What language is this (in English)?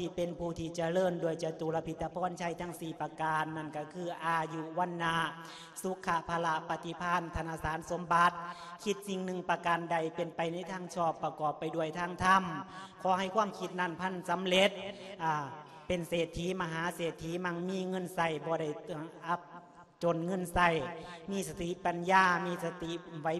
Lao